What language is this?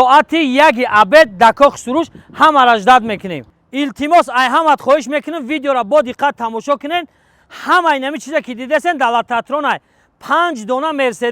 Tajik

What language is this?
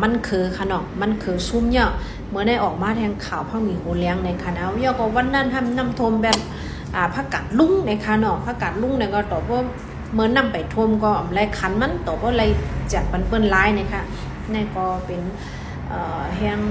Shan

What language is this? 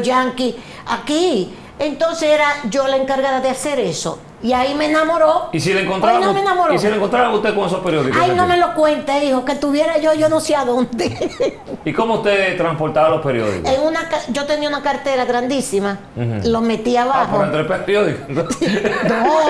Spanish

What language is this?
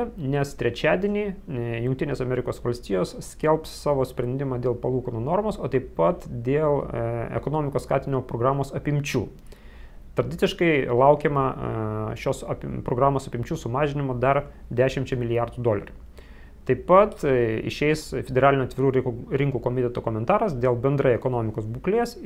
Lithuanian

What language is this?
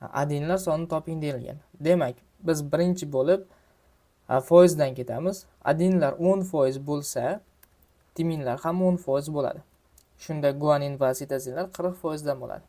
Uzbek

